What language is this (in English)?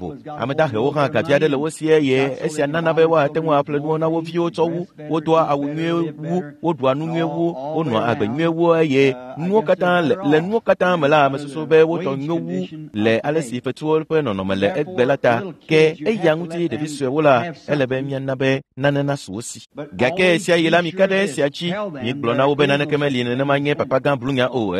Ewe